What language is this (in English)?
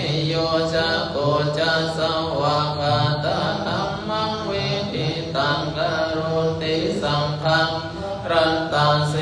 Pali